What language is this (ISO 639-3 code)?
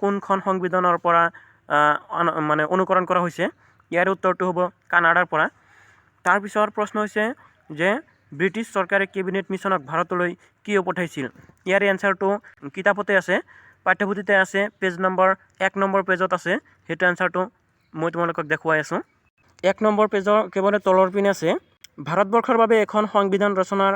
asm